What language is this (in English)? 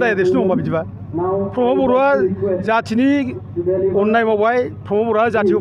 Bodo